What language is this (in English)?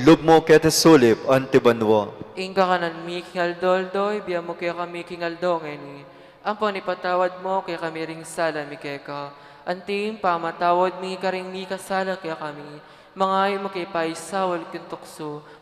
Pampanga